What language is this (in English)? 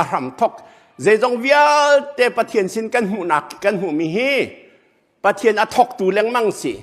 Hakha Chin